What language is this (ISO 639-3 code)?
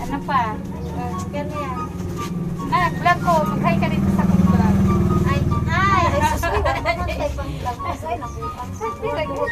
ceb